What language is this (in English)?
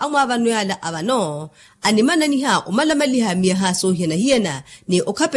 Makhuwa